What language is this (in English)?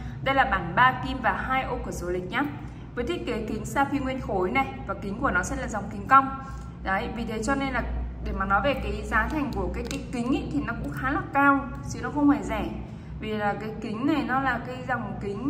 Vietnamese